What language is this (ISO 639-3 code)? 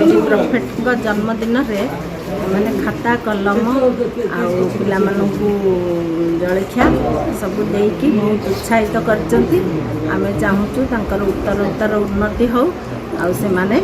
ori